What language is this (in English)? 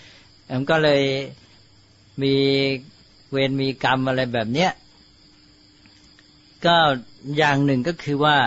Thai